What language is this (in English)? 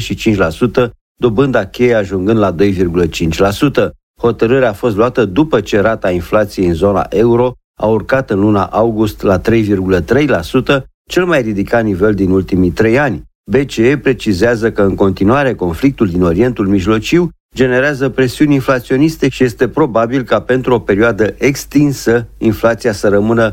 Romanian